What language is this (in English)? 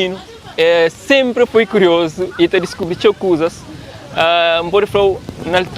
Kabuverdianu